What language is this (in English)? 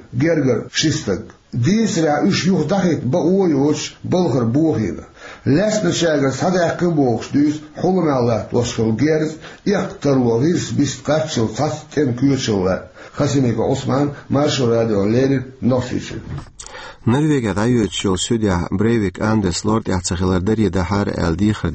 Chechen